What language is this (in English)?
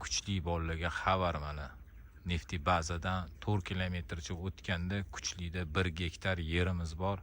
Uzbek